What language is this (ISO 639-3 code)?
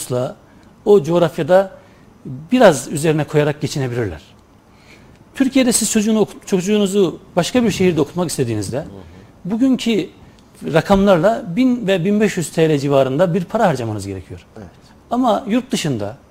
tur